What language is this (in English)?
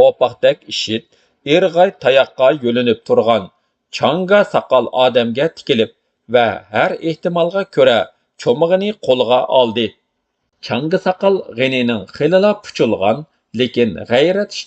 Uyghur